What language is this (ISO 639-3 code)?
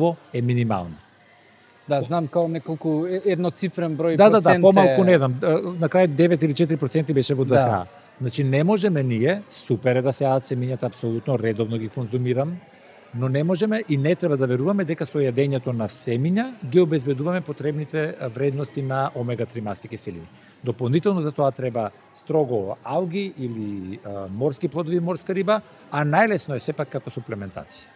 mkd